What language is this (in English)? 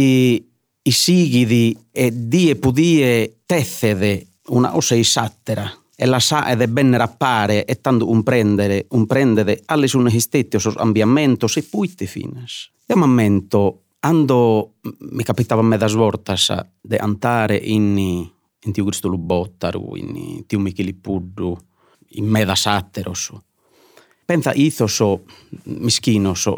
Sardinian